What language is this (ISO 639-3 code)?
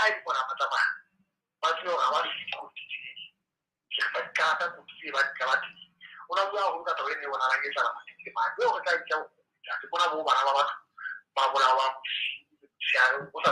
sot